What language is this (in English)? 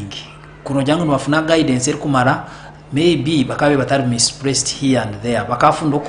Nyankole